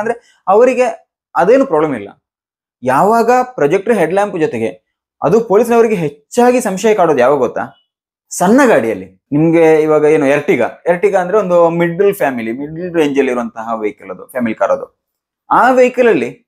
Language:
Kannada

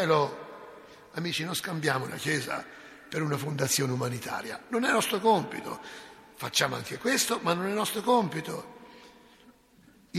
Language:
Italian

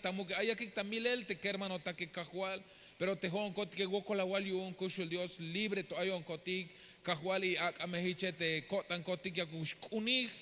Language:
Tzeltal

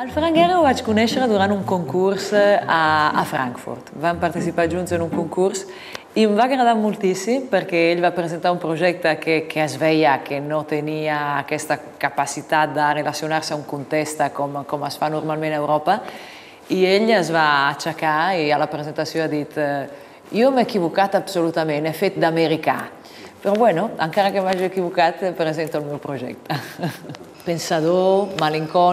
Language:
Catalan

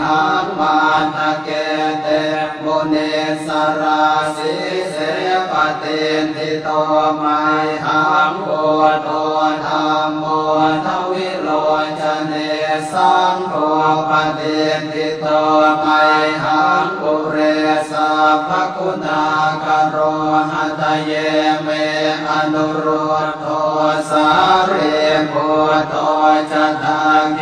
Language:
Pali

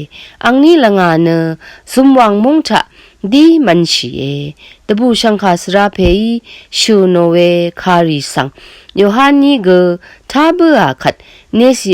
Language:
Rawang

